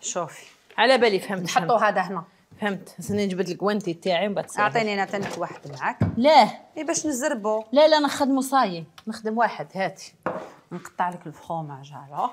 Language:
Algerian Arabic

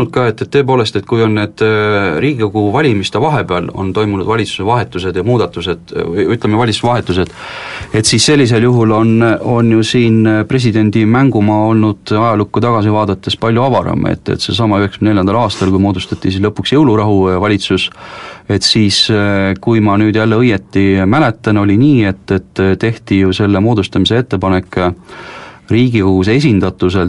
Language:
Estonian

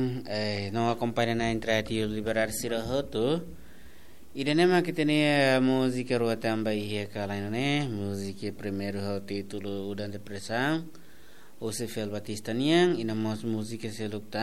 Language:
Tetum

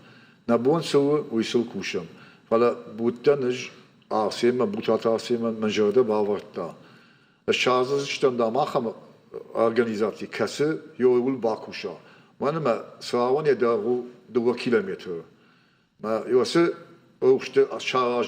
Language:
Ossetic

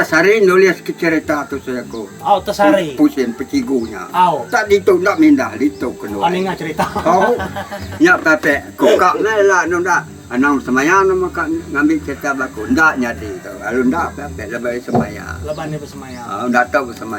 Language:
Iban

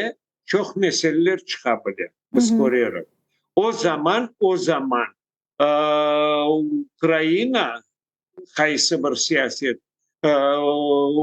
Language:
Crimean Tatar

